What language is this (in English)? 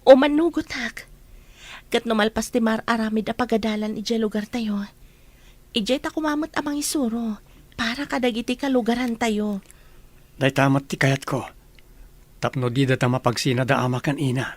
Iloko